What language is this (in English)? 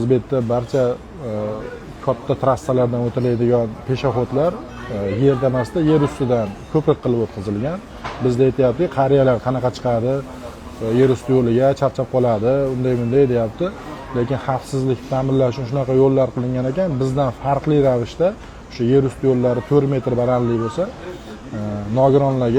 Uzbek